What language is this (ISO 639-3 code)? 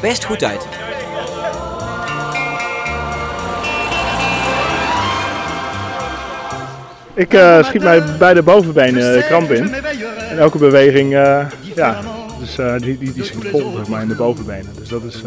nld